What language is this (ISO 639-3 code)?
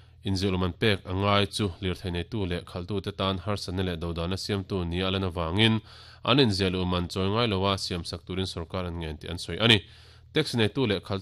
lus